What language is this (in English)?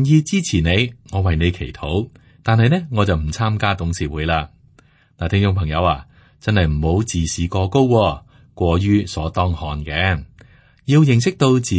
Cantonese